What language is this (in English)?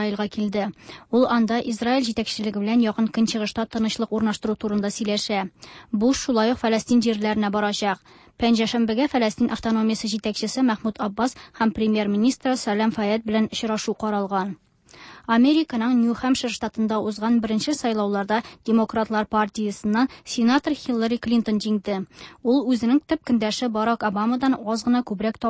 Tatar